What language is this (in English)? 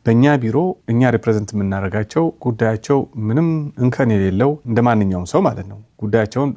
Amharic